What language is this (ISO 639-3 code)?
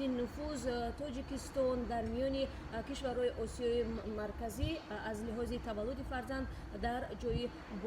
tgk